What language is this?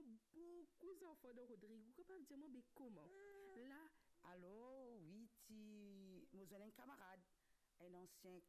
Morisyen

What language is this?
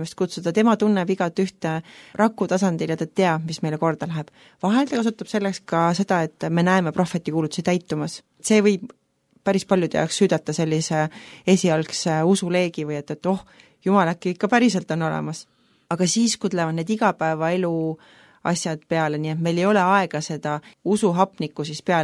Estonian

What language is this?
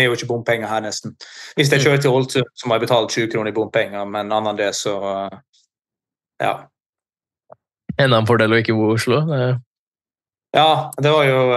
Norwegian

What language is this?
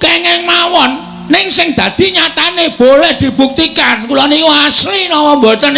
Javanese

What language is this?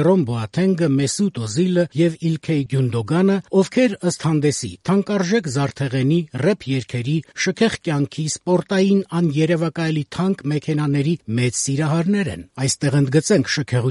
Armenian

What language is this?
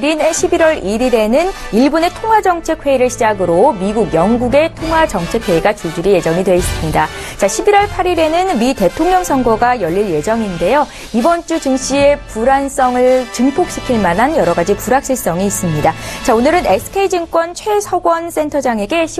Korean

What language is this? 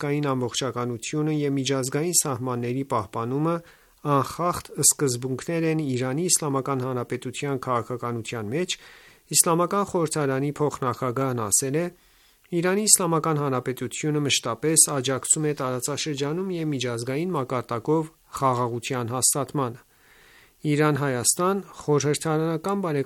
Armenian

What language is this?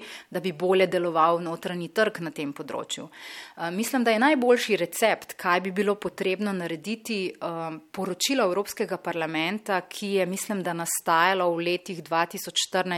Slovenian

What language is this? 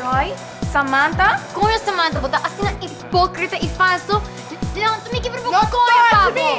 Papiamento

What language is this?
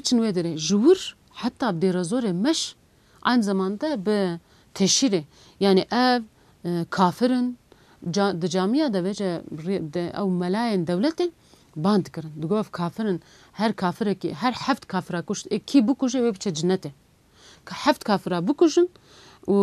Kurdish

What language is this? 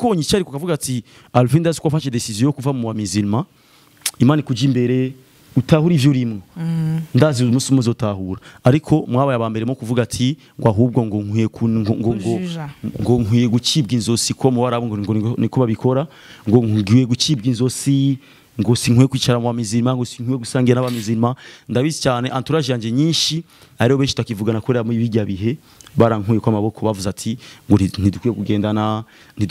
Rundi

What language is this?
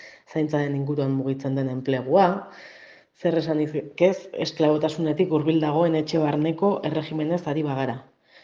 Basque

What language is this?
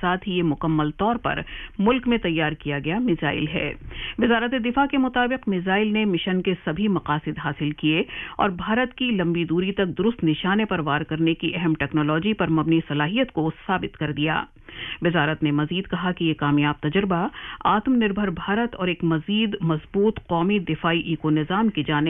Urdu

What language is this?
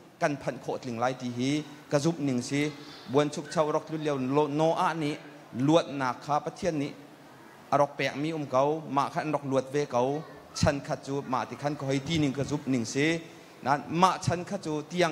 Hakha Chin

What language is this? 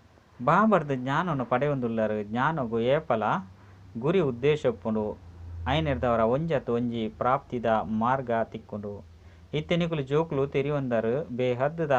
Tulu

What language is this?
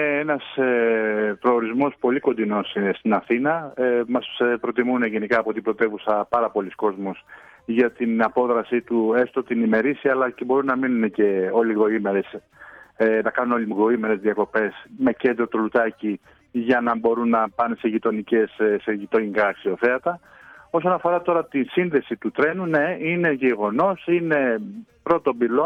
Greek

